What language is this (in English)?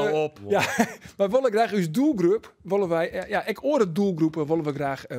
Western Frisian